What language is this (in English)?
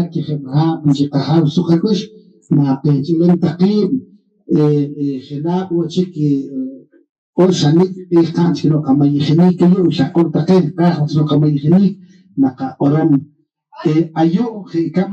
Poqomchi'